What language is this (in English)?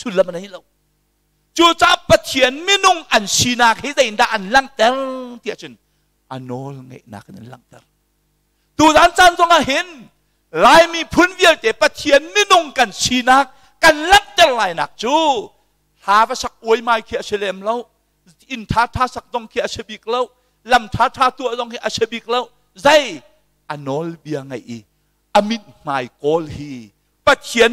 Hakha Chin